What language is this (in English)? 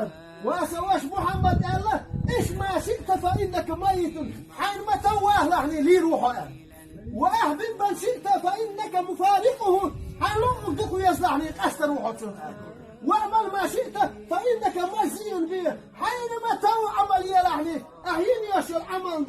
Chechen